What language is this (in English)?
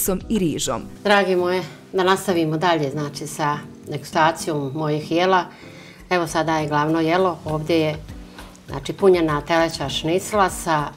Bosnian